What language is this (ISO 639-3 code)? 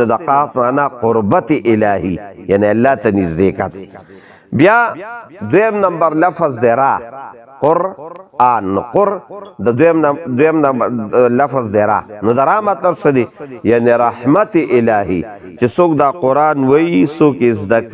pus